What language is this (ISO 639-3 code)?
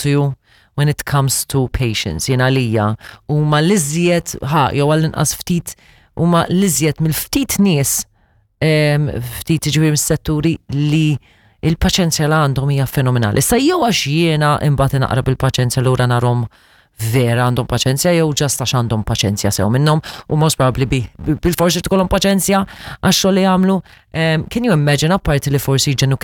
mlt